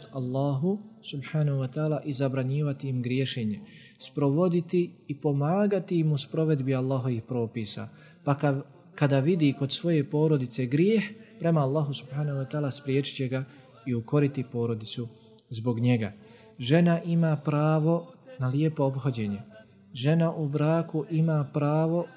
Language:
Croatian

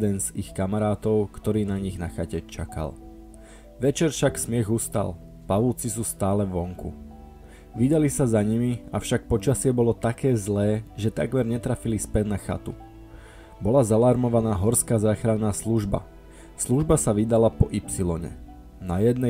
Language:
Slovak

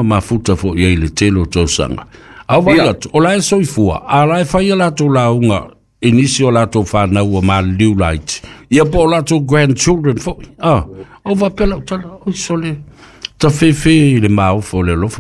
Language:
Samoan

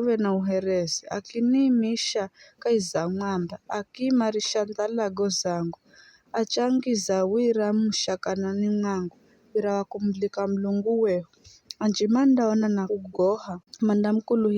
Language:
Giryama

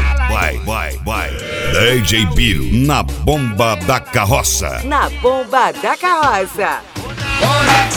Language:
Portuguese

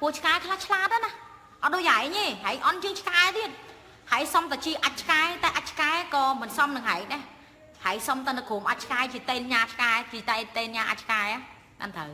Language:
Khmer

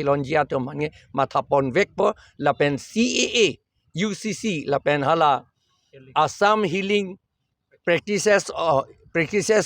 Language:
Karbi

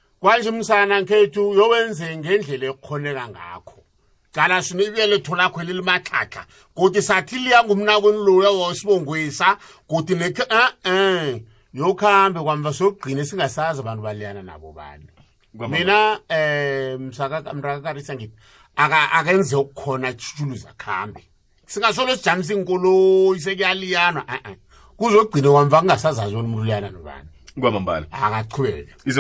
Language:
South Ndebele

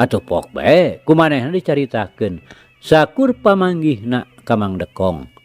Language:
Sundanese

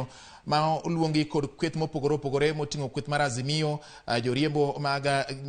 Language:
Luo (Kenya and Tanzania)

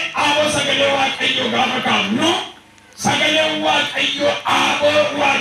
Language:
Oromo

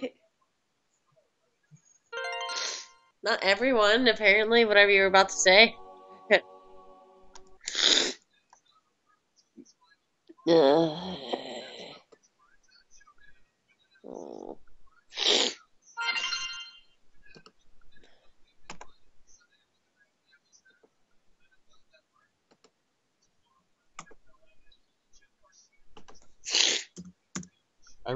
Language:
English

